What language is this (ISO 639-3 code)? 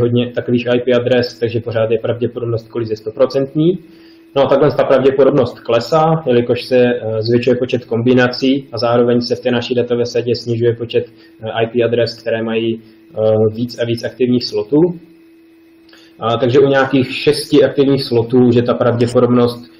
ces